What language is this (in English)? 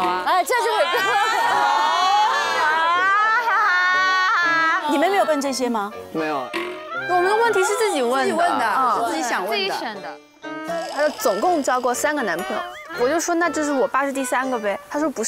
Chinese